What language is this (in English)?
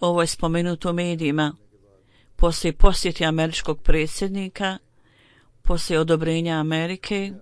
Bosnian